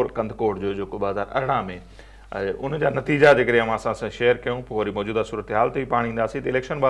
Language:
Sindhi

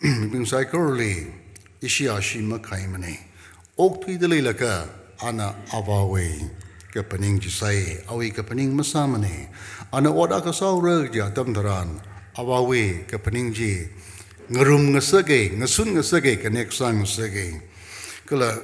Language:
Tangkhul Naga (India)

